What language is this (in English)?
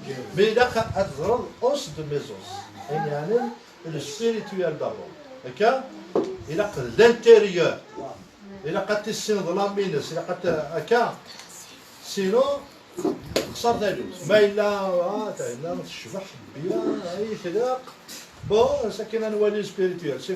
Kabyle